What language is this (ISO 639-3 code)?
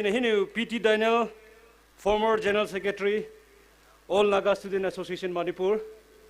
pmx